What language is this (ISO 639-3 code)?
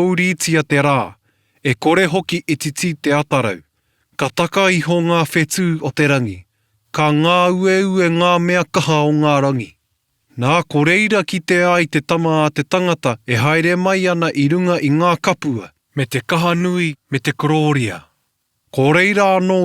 mri